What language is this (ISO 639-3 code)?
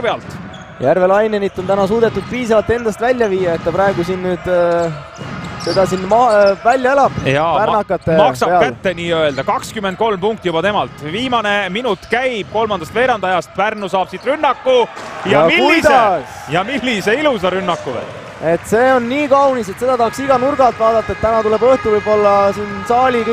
est